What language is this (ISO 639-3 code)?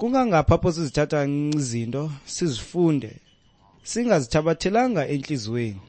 xho